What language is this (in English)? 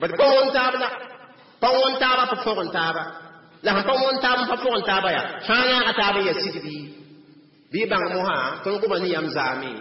Mossi